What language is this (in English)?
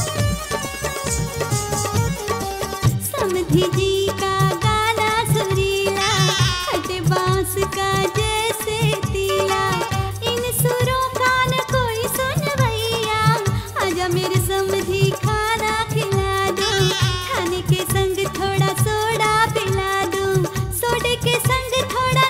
Bhojpuri